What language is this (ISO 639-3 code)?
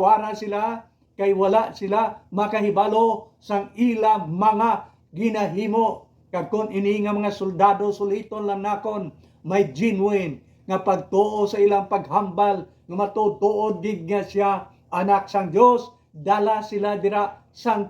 hil